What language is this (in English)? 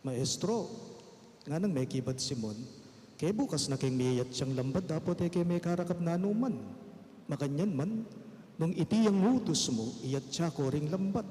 Pampanga